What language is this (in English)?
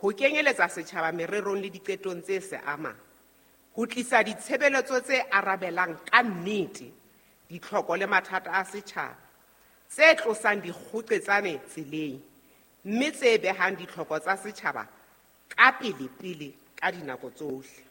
Southern Sotho